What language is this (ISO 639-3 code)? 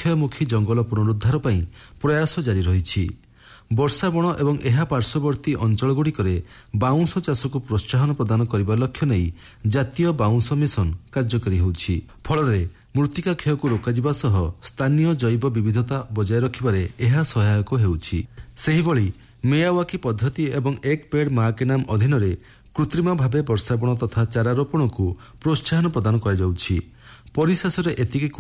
ori